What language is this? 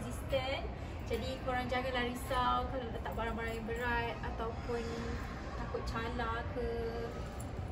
Malay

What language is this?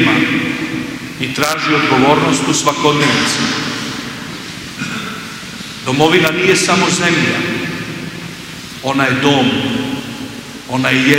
Croatian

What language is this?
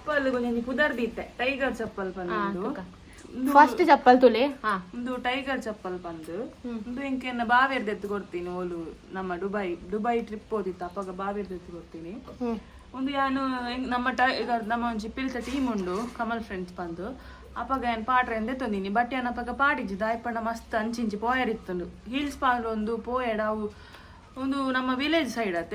Tulu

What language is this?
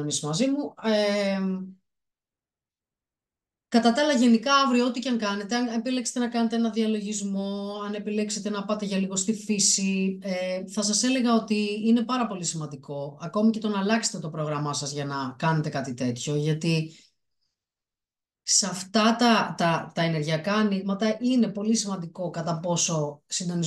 Greek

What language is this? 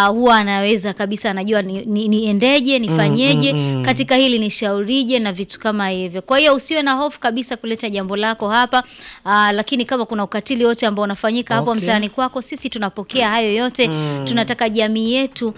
Swahili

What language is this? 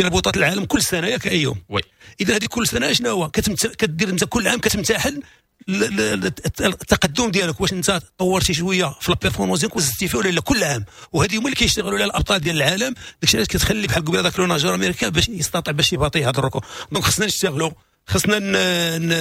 Moroccan Arabic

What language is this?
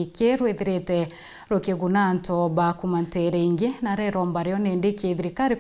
Meru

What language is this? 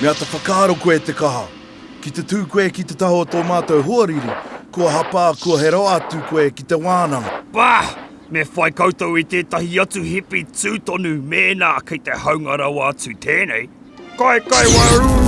Māori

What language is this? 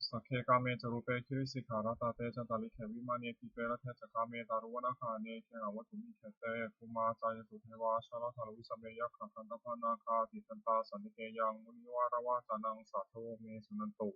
Pali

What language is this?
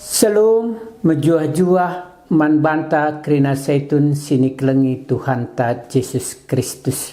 Batak Karo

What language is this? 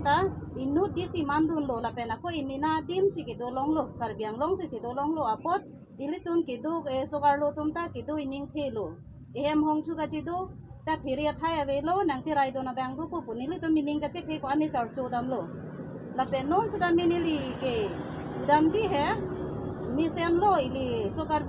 Karbi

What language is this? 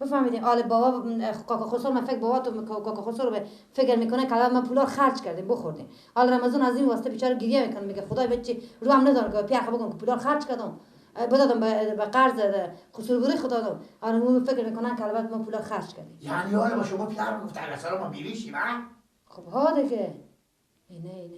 Persian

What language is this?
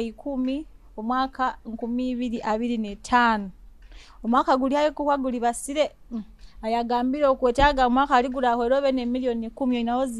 Nyoro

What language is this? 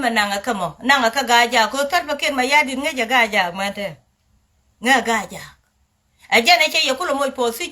Nuer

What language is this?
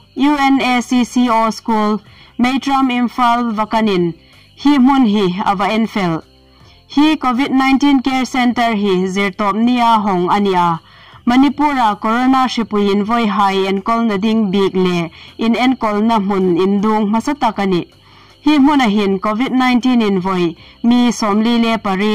Hmar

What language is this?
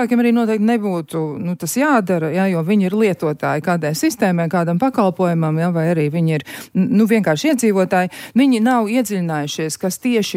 Latvian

